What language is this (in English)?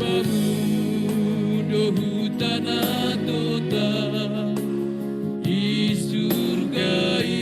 Batak Simalungun